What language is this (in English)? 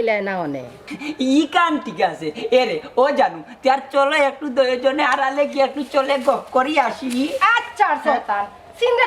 Sylheti